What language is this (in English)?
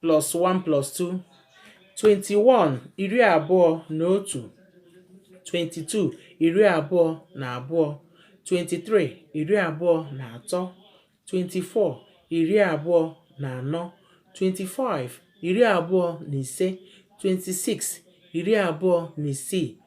Igbo